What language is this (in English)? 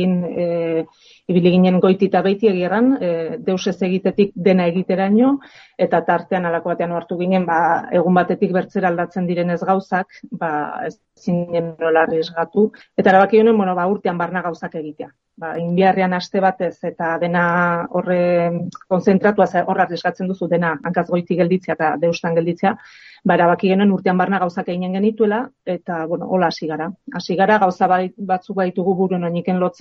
Basque